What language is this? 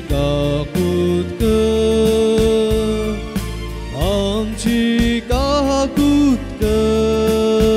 Konkani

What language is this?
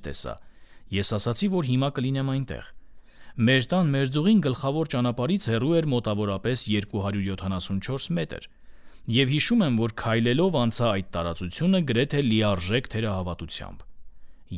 Armenian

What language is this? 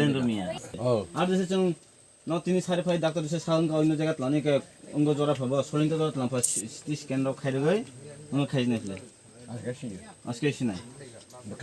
Kok Borok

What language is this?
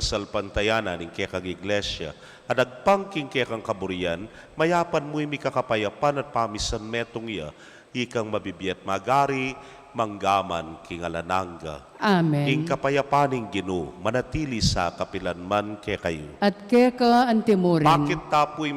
Pampanga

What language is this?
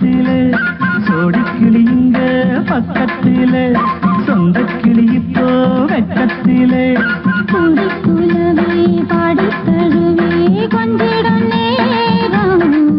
Tamil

